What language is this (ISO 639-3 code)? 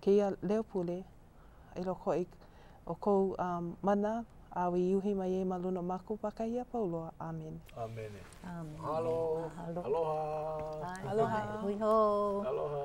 haw